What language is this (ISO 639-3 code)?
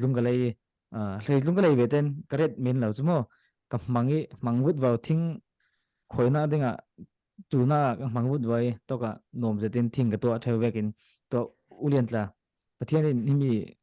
cfm